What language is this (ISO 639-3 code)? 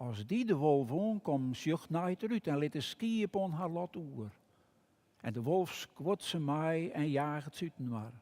fry